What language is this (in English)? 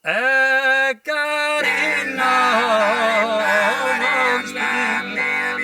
Sardinian